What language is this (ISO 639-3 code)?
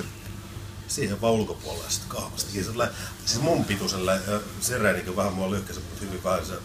fin